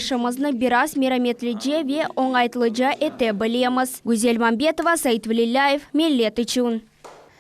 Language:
Crimean Tatar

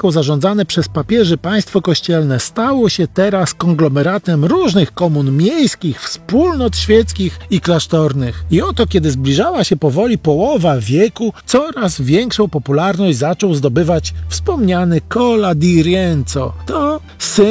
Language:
Polish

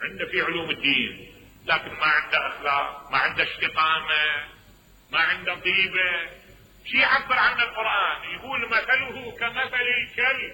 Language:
Mesopotamian Arabic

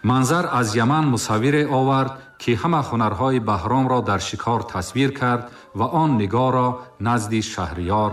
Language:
Tajik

